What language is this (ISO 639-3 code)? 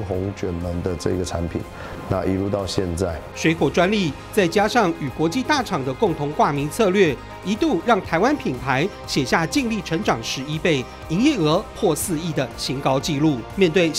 zho